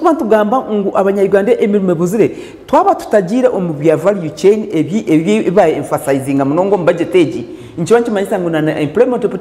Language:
Nyankole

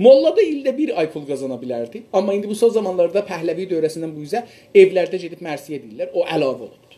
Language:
South Azerbaijani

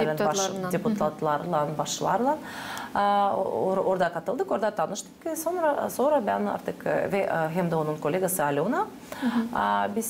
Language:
Gagauz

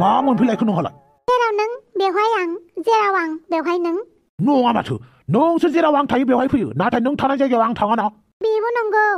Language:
Bodo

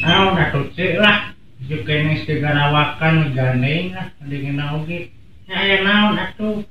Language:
Sundanese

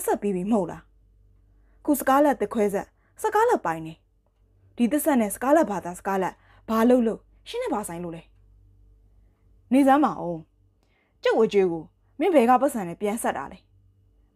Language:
Burmese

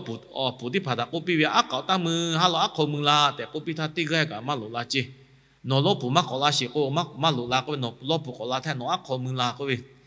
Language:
Lahu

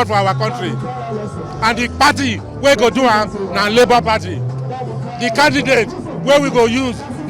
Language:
Nigerian Pidgin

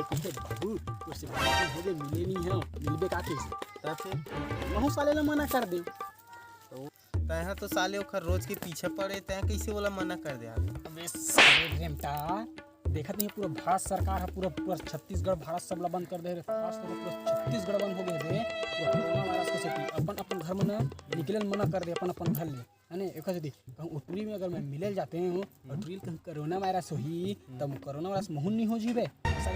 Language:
Chhattisgarhi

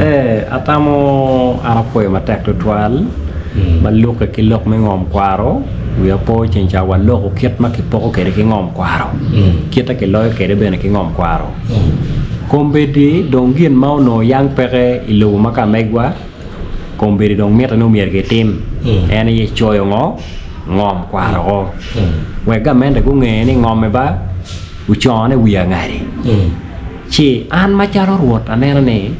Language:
Acoli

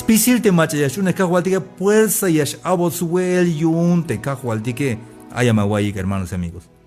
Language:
Tzeltal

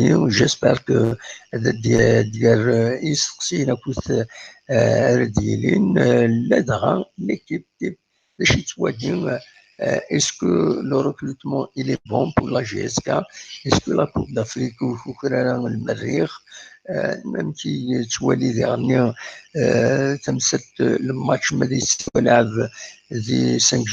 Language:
Kabyle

